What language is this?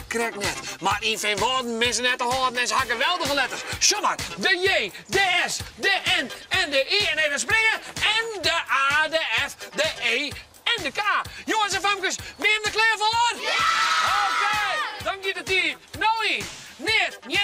Western Frisian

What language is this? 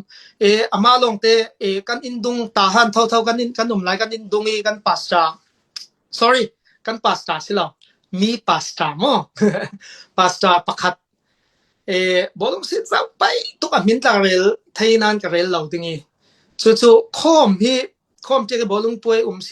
Falam Chin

